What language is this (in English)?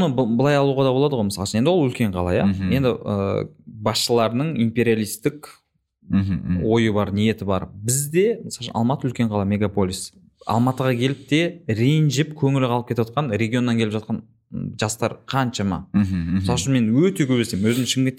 Kazakh